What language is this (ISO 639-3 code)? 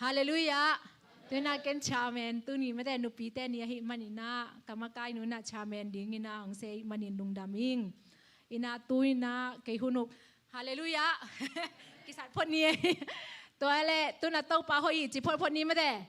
ctd